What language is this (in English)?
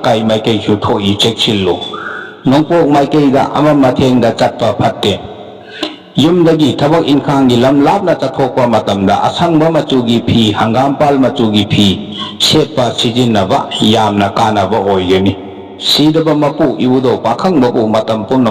Manipuri